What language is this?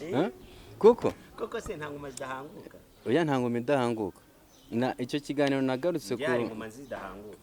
Kinyarwanda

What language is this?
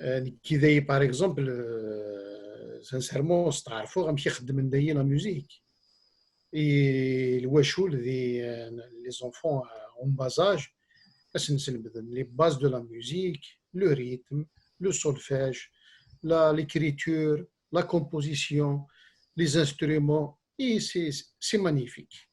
Kabyle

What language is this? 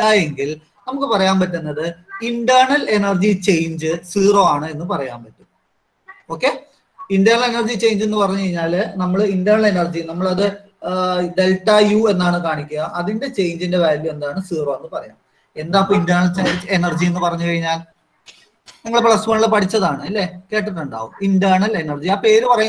Malayalam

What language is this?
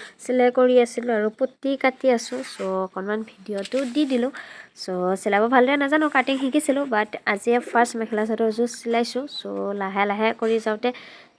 Assamese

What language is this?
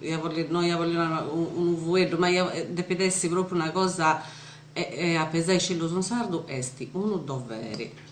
Sardinian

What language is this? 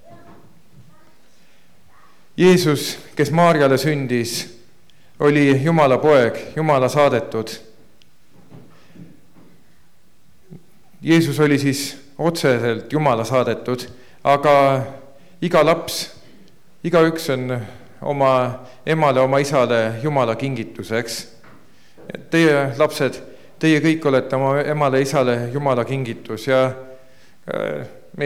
Estonian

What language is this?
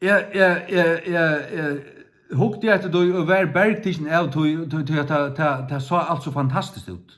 Faroese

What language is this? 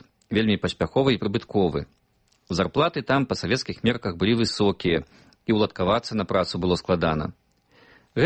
Belarusian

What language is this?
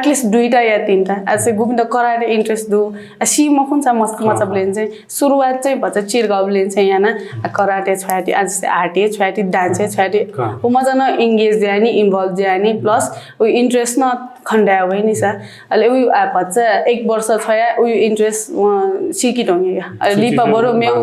Newari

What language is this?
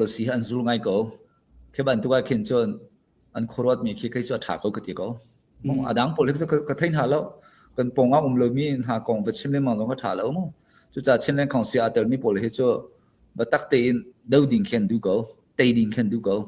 Hakha Chin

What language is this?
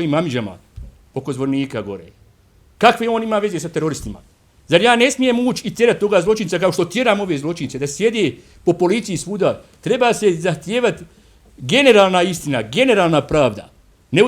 Bosnian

